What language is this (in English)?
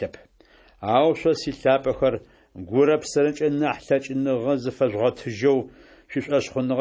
Adyghe